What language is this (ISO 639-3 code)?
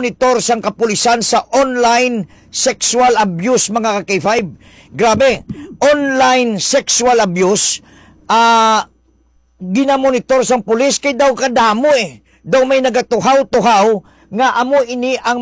hil